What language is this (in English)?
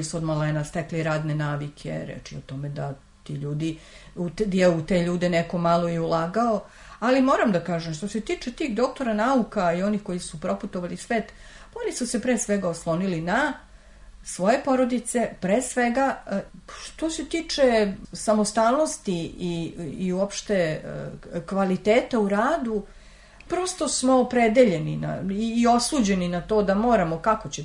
Serbian